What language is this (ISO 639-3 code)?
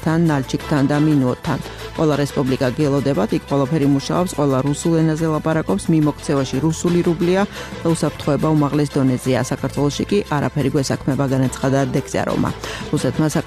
kat